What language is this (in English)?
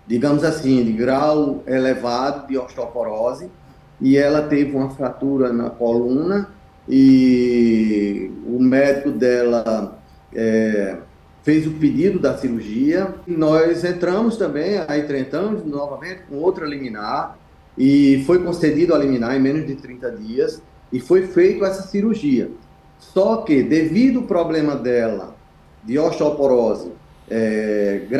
Portuguese